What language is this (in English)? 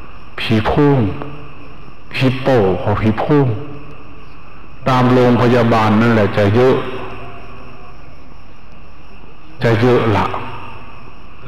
Thai